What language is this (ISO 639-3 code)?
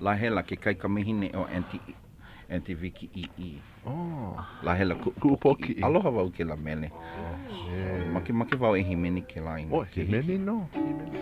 haw